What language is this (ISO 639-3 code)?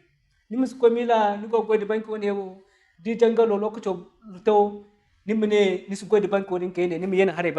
dje